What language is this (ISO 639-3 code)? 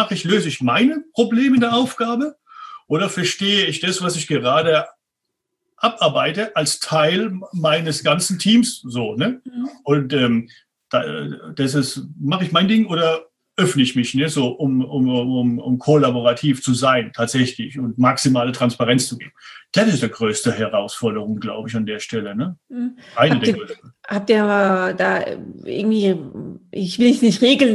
deu